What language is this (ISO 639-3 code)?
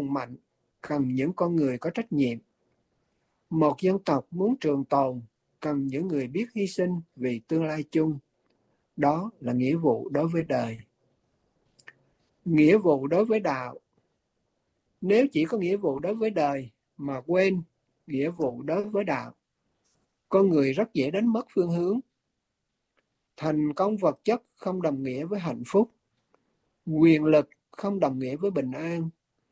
vie